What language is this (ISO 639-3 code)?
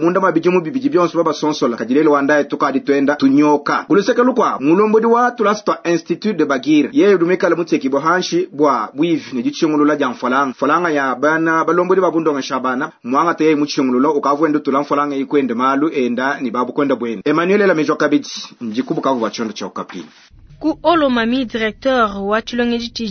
lua